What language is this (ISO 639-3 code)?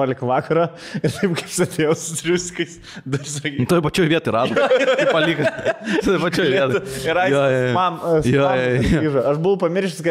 lit